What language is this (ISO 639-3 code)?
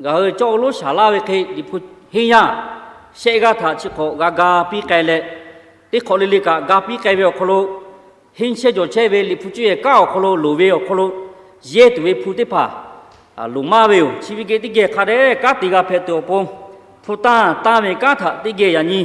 lhu